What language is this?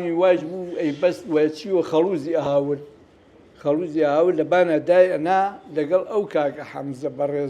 Central Kurdish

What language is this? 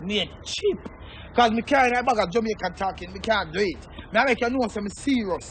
Jamaican Creole English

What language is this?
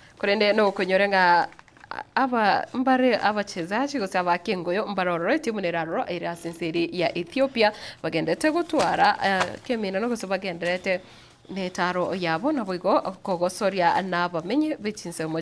Gusii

